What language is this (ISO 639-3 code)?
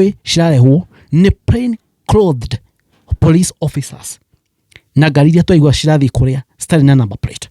kik